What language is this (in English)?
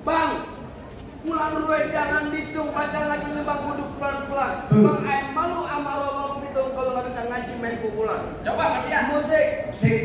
Betawi